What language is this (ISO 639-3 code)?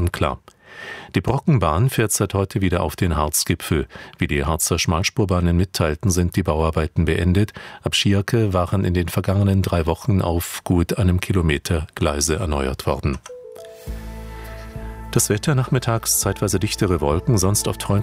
deu